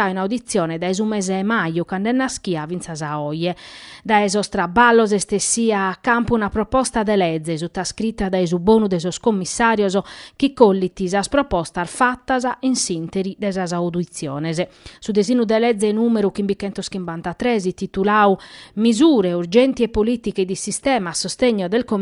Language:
Sardinian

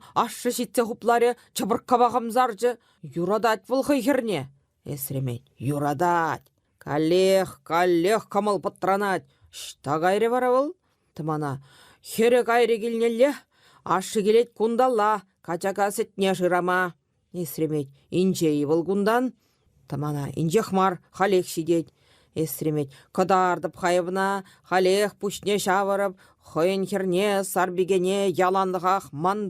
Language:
Chuvash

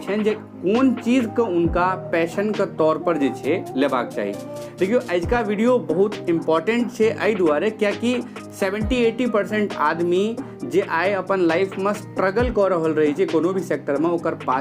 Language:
Maithili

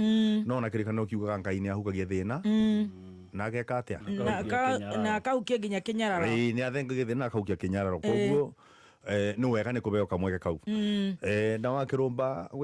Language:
Kikuyu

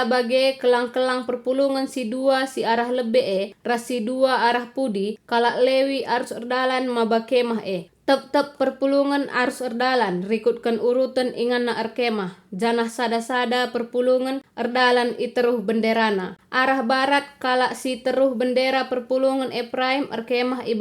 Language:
Batak Karo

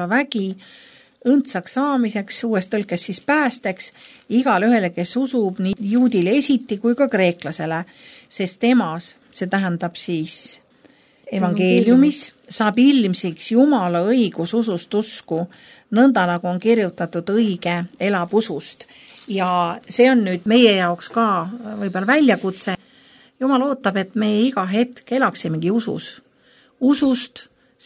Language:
Estonian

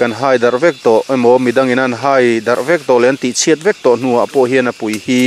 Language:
Mizo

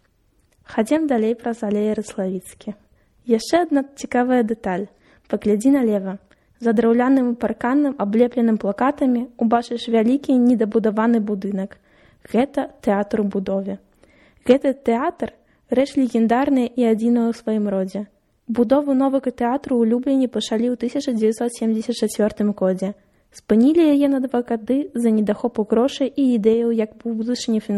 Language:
Belarusian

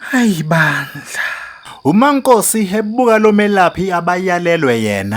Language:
Zulu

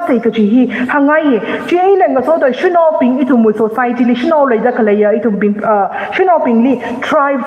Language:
Tangkhul Naga (India)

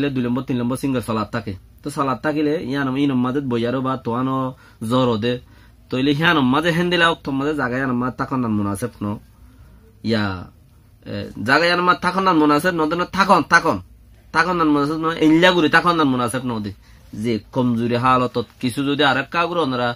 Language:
Rohingya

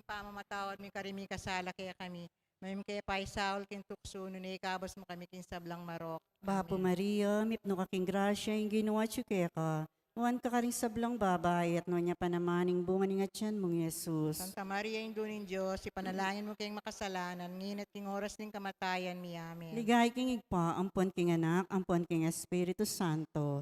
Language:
Pampanga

